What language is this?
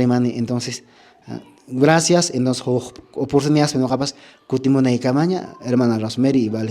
Quechua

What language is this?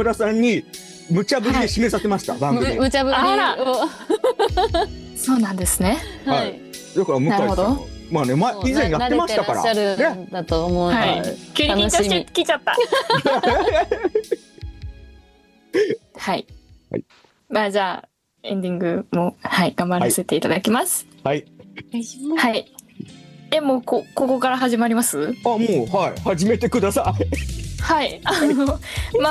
Japanese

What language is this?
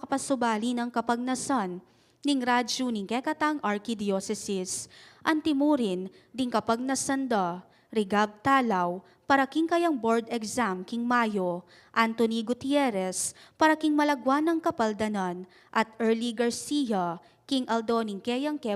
Pampanga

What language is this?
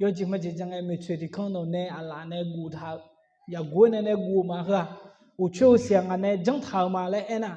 Akha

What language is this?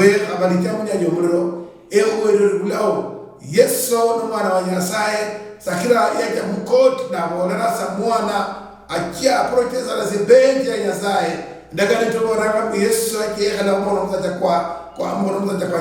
Luyia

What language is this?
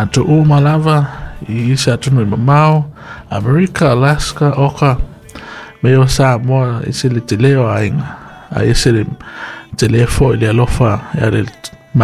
Samoan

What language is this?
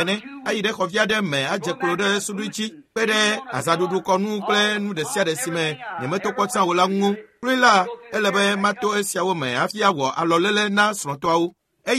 Ewe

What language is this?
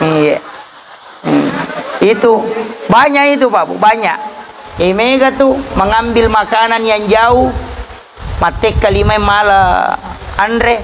Buginese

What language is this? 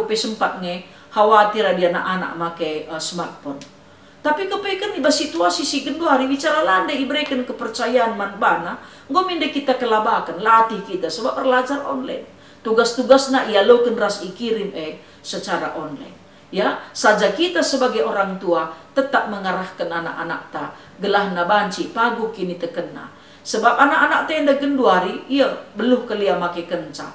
Batak Karo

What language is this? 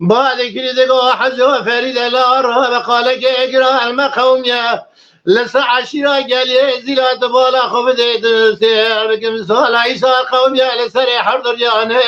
Kurdish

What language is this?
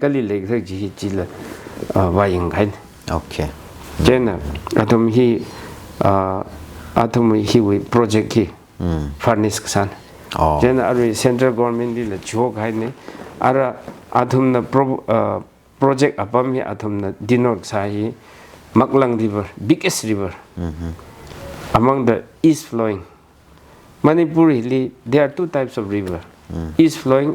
Tangkhul Naga (India)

